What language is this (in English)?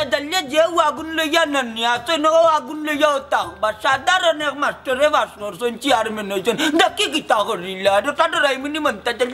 Sylheti